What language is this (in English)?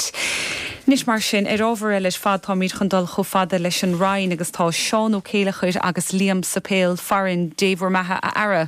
Irish